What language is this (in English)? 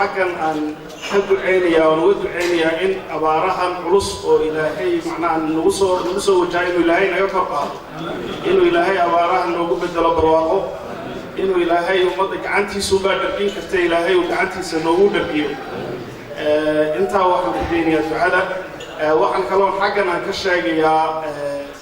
Somali